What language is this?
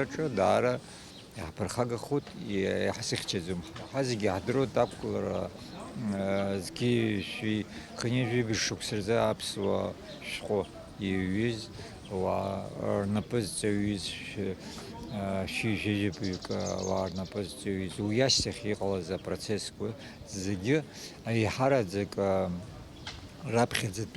Abkhazian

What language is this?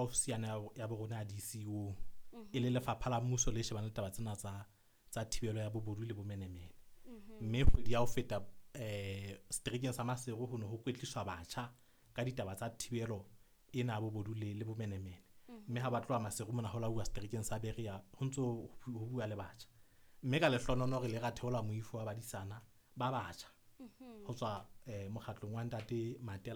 Southern Sotho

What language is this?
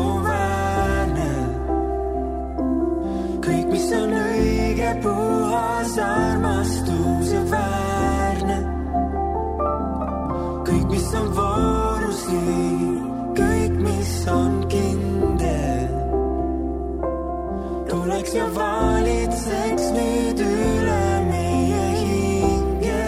Estonian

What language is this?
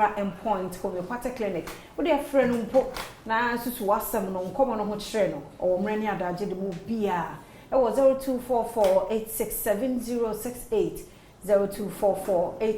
Akan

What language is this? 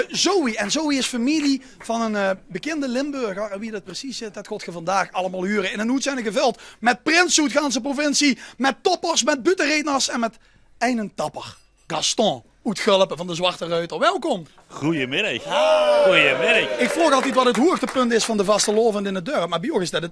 Limburgish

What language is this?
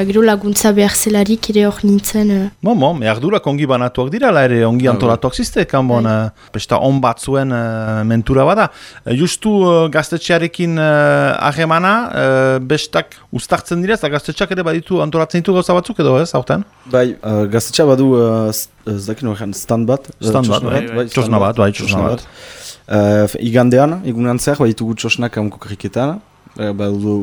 Basque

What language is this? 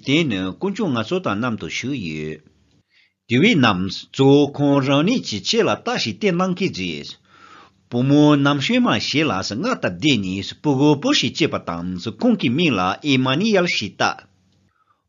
Tibetan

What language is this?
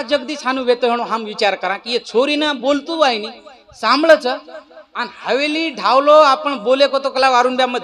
Lambadi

